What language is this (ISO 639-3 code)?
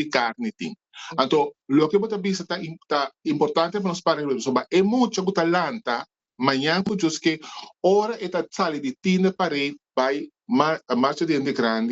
pap